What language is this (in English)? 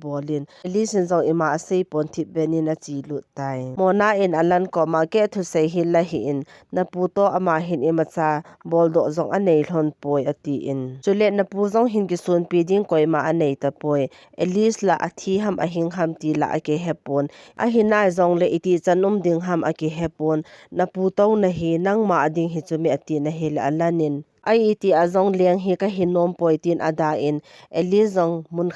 Thado Chin